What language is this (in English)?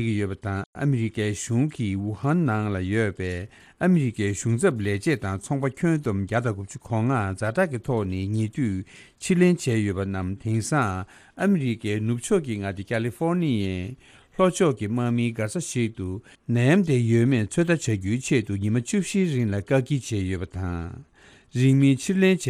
Tibetan